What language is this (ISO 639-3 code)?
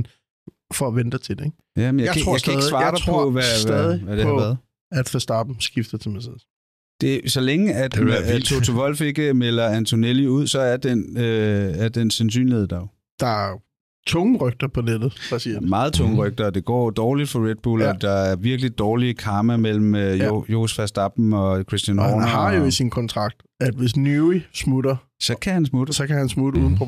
dan